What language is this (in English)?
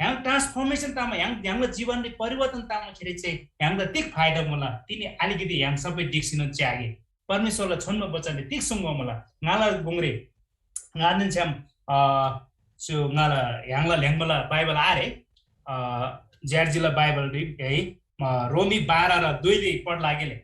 Eastern Tamang